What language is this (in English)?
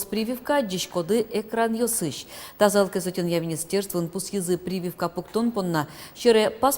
Udmurt